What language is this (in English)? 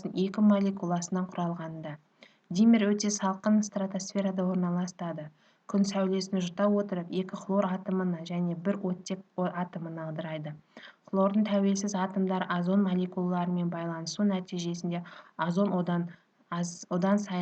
Kazakh